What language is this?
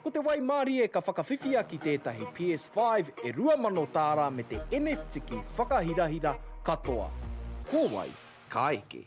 Māori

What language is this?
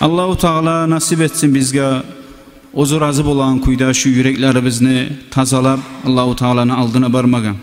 Kumyk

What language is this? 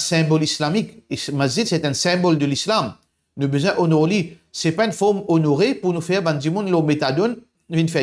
Morisyen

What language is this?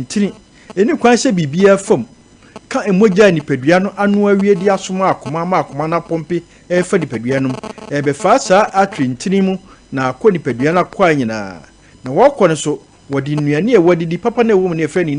Akan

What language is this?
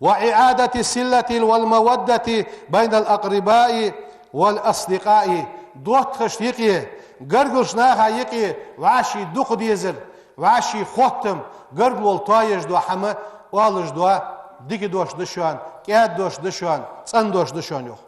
Ingush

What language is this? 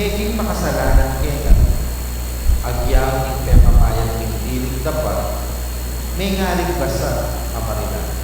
Pampanga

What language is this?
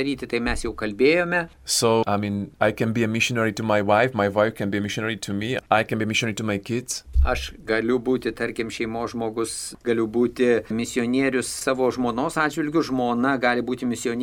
Lithuanian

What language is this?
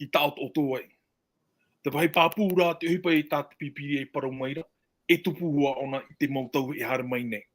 Tahitian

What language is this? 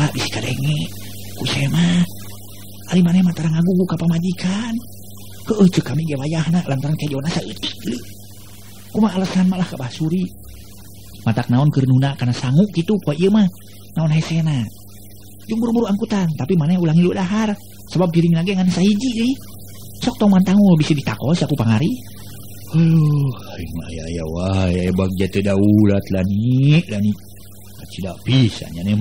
Sundanese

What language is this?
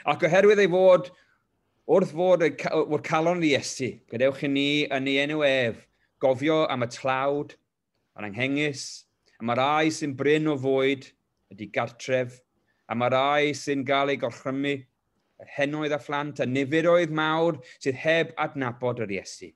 Welsh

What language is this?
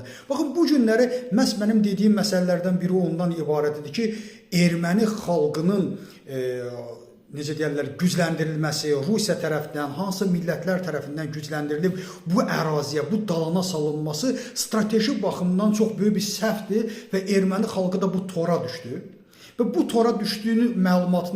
Azerbaijani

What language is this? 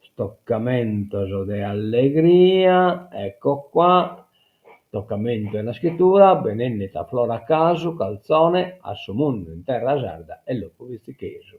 Sardinian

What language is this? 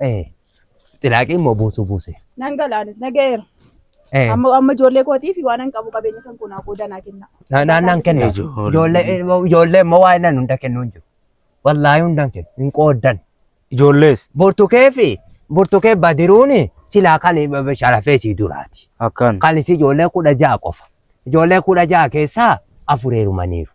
Oromo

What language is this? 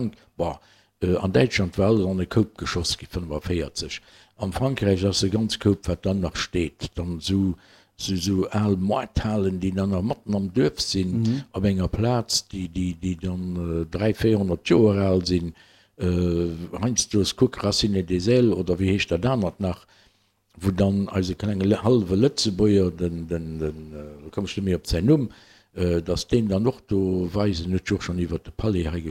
Luxembourgish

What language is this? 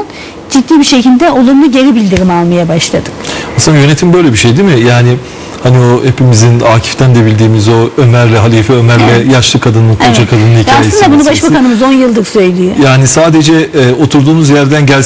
Turkish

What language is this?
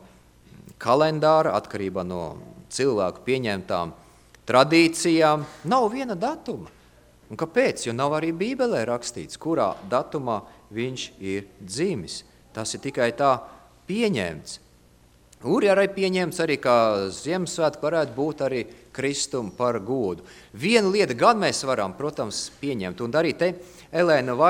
Latvian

